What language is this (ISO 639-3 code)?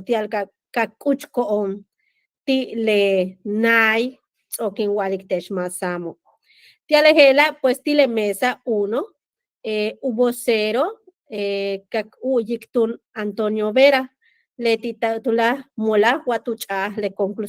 yua